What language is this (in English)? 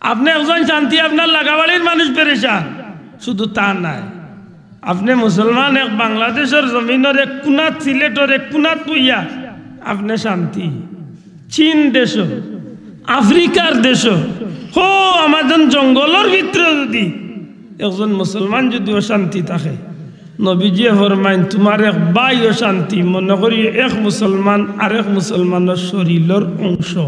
Sylheti